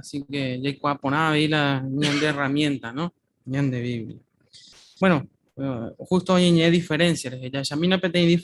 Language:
Guarani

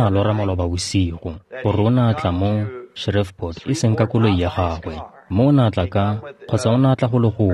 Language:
Tswana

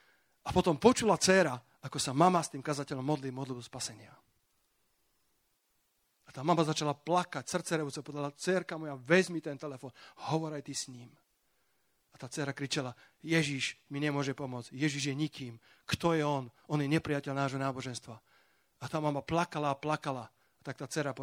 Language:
Slovak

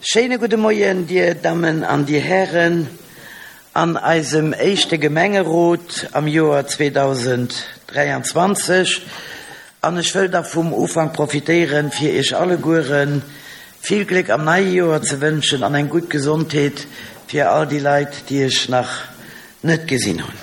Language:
Luxembourgish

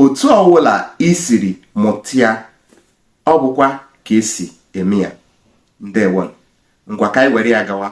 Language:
Igbo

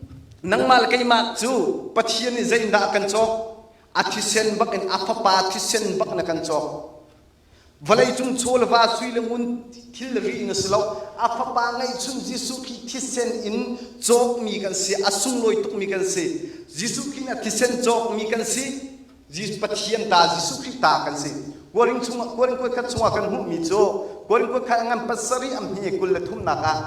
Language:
Hakha Chin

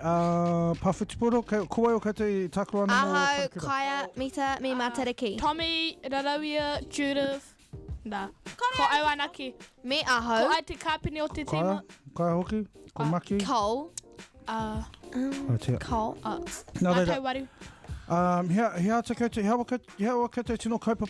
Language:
Māori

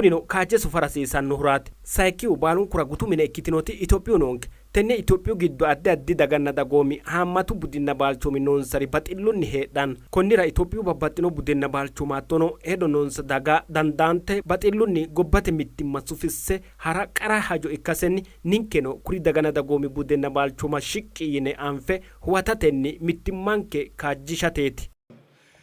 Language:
Sidamo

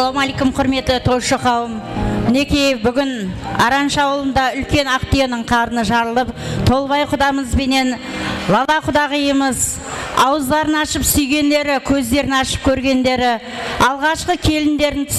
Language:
Kara-Kalpak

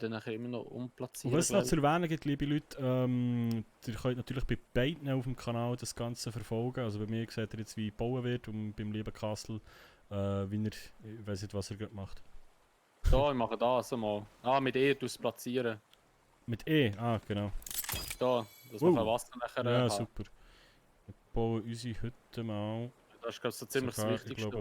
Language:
Swiss German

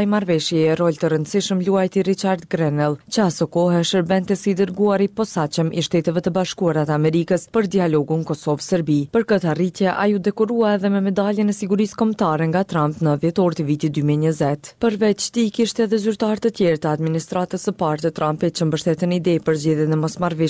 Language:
Albanian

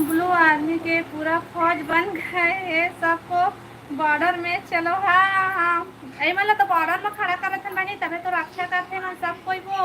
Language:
Chhattisgarhi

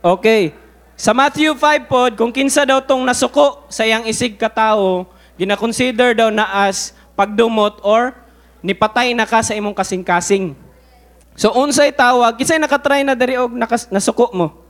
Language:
Cebuano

